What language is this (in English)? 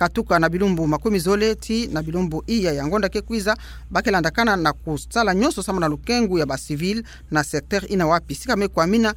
Kituba (Democratic Republic of Congo)